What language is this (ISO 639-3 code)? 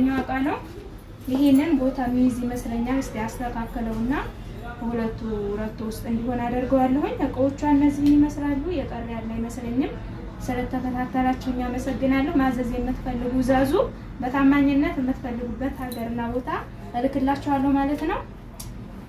amh